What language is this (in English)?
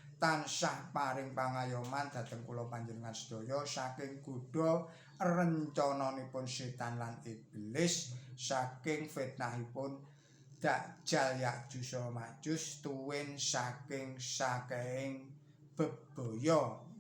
Javanese